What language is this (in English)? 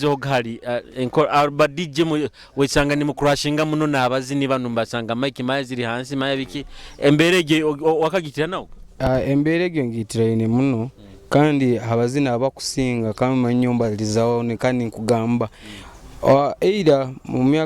Nyoro